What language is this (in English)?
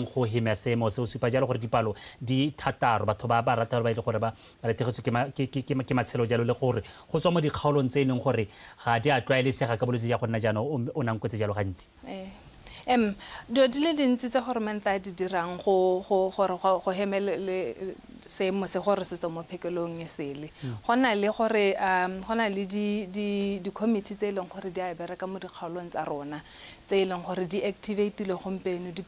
Tswana